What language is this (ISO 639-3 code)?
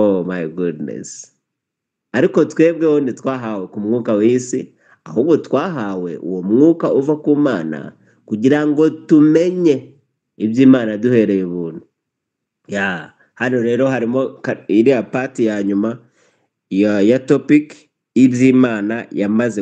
kin